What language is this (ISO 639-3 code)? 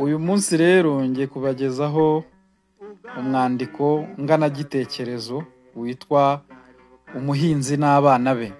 kin